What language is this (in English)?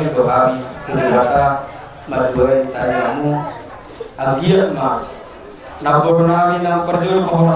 Batak Toba